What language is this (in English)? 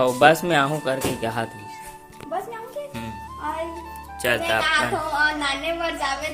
Chhattisgarhi